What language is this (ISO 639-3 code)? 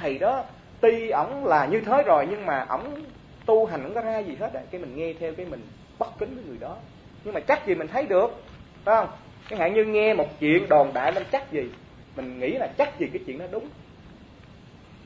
vie